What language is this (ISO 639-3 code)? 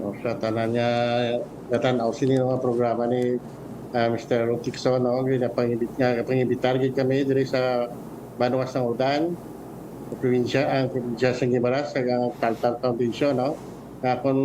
hil